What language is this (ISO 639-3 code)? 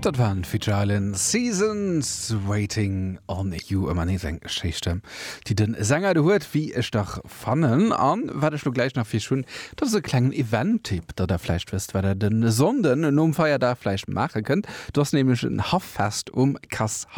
ltz